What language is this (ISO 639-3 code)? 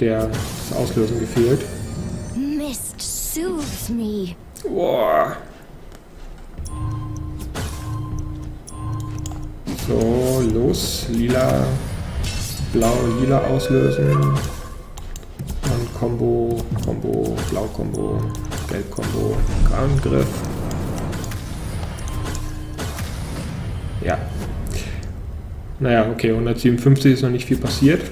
deu